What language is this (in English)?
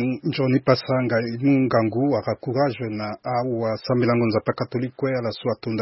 Sango